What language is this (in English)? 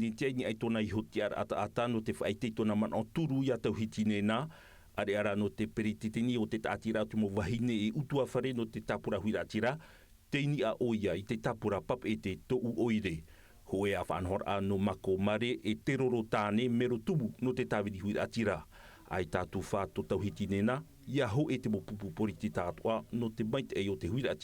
Tahitian